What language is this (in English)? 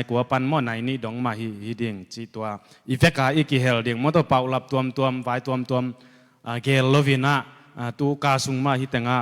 Tedim Chin